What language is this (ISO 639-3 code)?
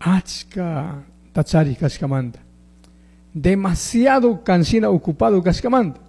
qug